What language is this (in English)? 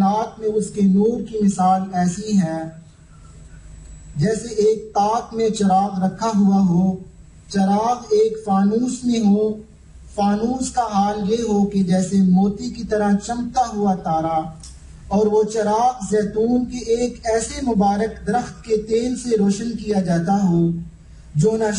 Urdu